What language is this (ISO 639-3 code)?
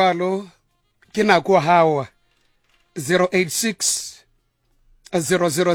sot